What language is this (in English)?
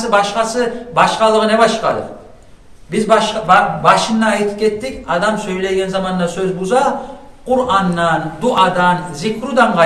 Kumyk